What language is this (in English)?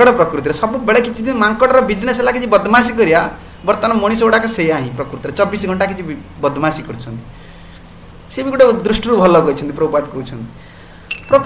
Odia